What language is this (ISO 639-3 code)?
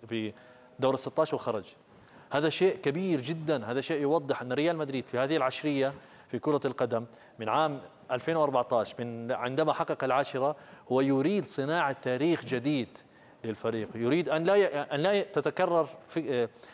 ara